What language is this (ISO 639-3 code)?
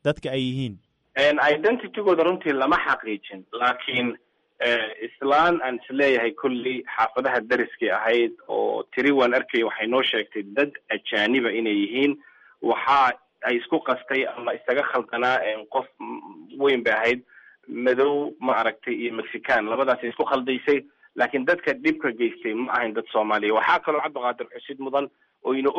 som